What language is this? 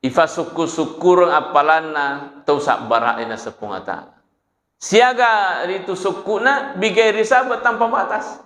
Buginese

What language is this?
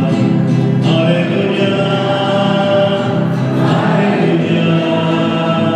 Spanish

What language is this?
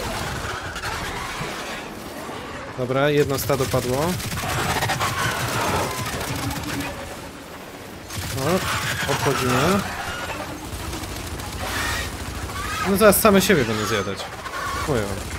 Polish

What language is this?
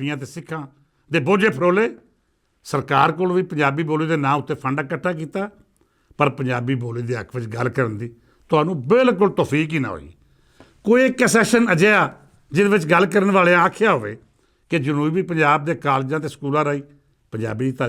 Western Panjabi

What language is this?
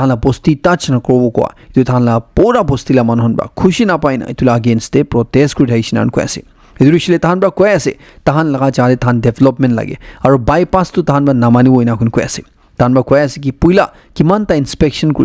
Naga Pidgin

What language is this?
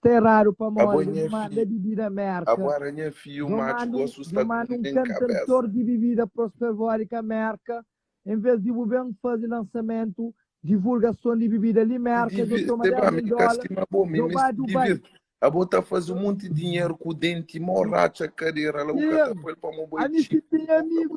Kabuverdianu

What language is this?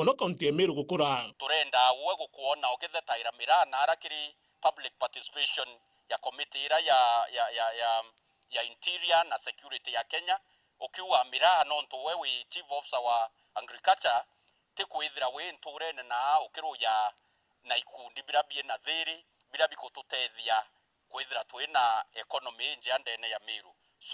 Meru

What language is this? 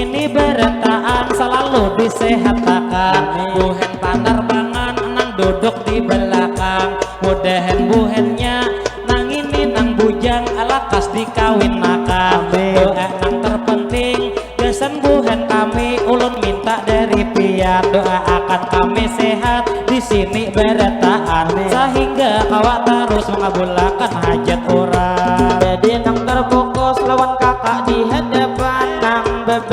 Banjar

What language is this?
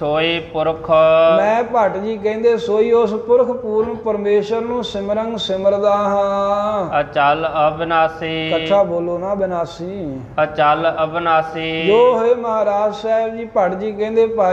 Punjabi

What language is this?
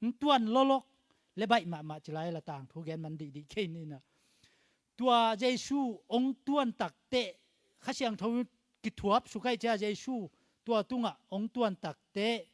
Tedim Chin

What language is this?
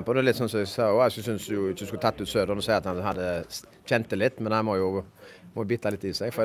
Norwegian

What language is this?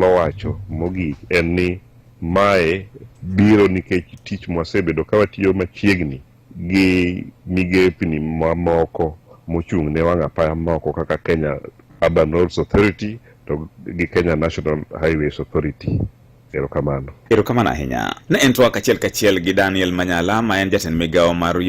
Luo (Kenya and Tanzania)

